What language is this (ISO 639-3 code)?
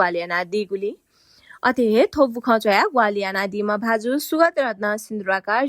new